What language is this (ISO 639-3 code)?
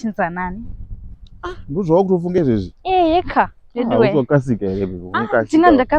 sna